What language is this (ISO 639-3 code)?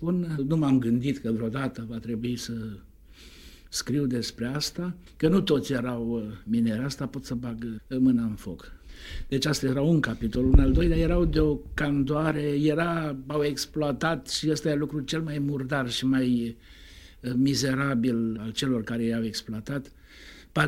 ron